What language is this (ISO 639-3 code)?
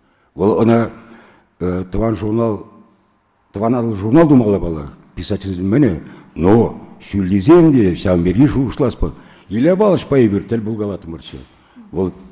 chv